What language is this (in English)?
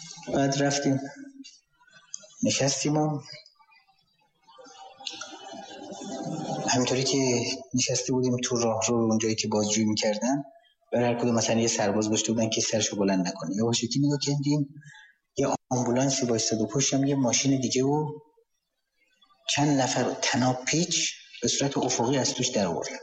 Persian